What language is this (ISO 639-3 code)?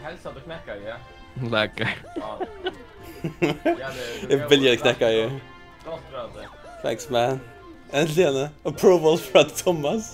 fao